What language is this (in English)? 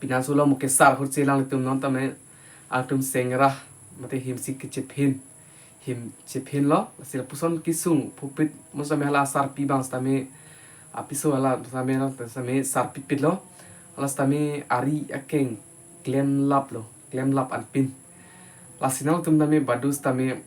Karbi